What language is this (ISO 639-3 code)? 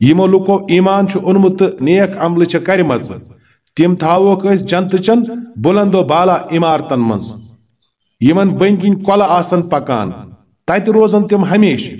kas